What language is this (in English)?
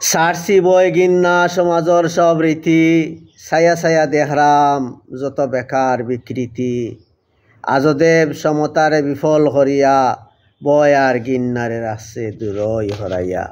Sylheti